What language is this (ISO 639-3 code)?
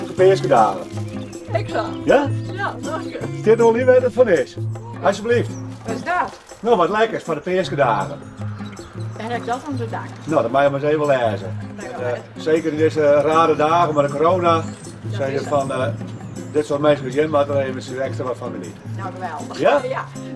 fry